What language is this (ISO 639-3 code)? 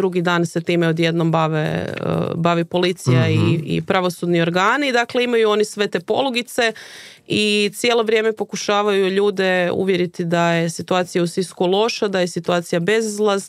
hrv